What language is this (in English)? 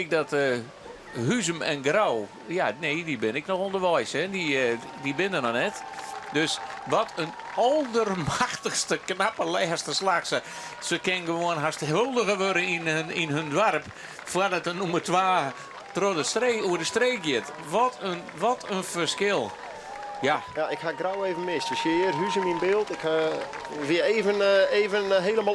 Western Frisian